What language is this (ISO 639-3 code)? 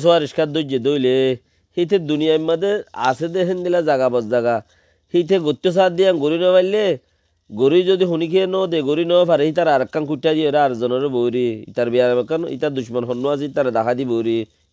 rhg